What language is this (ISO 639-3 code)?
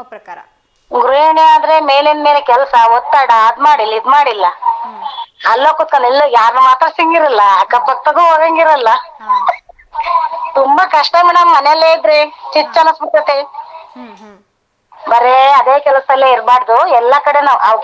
kan